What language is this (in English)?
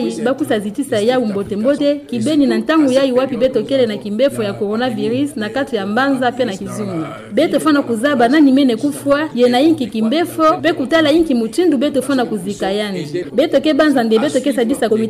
Kituba (Democratic Republic of Congo)